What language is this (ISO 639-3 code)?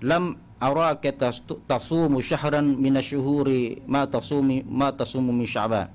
mrw